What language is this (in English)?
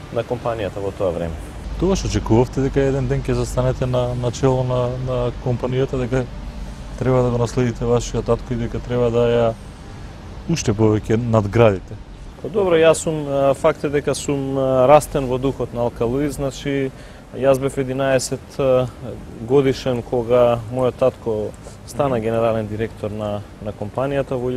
Macedonian